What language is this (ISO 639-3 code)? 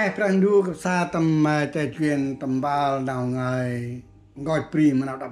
cmo